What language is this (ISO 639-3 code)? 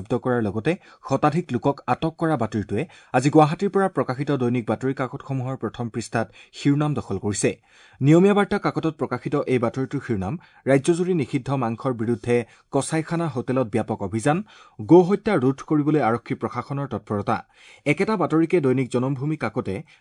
asm